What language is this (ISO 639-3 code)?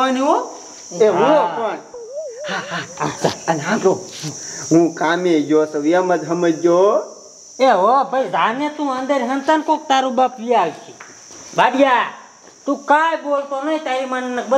guj